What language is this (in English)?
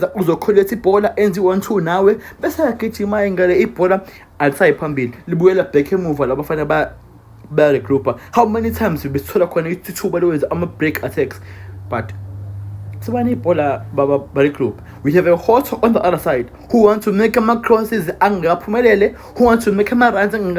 Zulu